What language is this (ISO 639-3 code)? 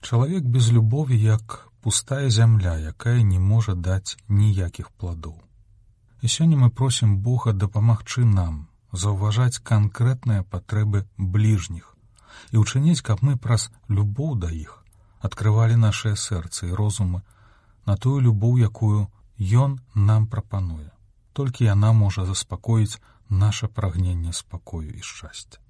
bel